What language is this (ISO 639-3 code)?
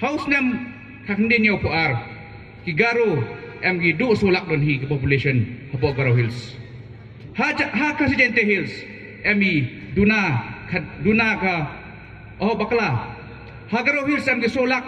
pbv